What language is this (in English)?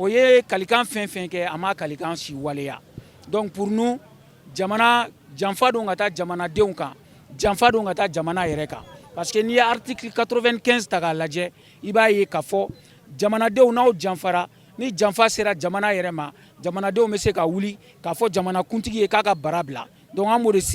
Bambara